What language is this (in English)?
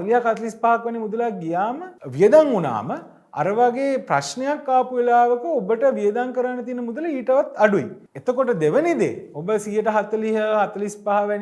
Sinhala